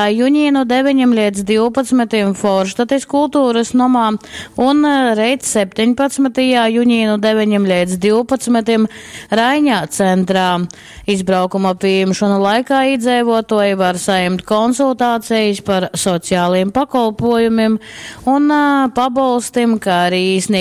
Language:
Latgalian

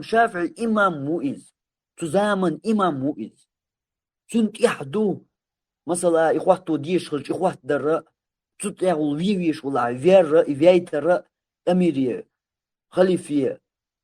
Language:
Chechen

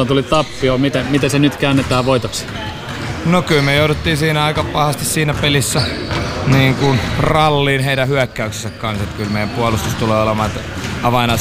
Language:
Finnish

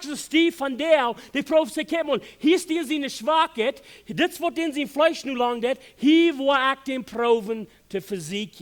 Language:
Plautdietsch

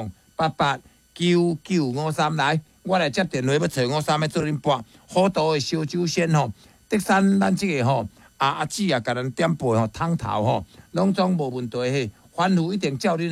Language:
Min Nan Chinese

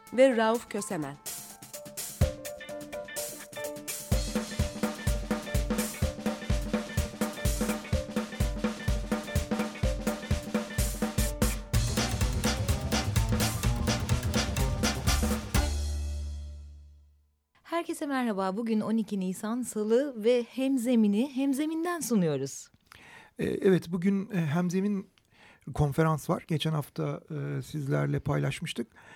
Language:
Turkish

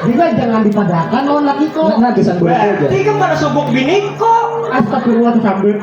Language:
Banjar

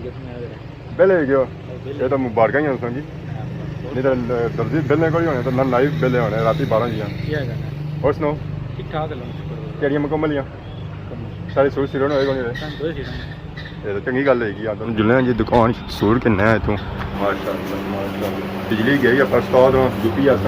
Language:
Pahari-Potwari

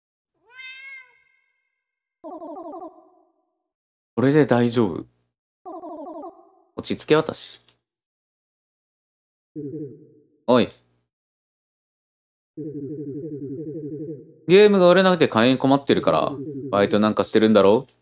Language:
Japanese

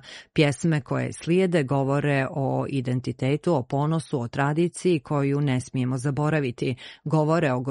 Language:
Croatian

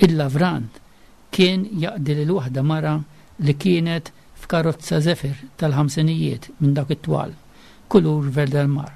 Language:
Maltese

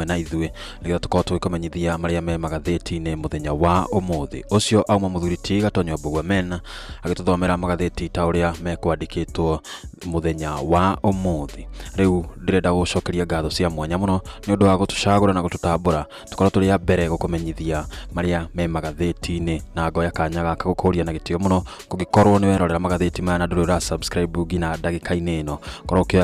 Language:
Kikuyu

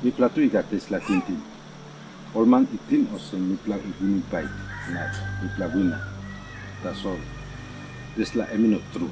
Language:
Tok Pisin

